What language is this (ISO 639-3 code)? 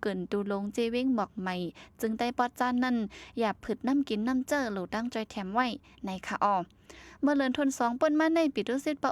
shn